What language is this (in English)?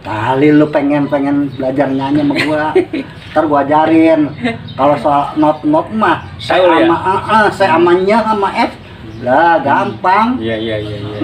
Betawi